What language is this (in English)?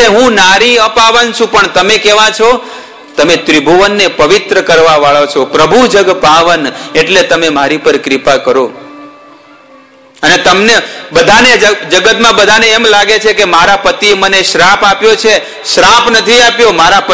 Gujarati